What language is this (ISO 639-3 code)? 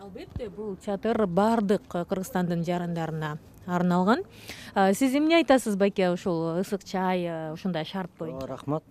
kir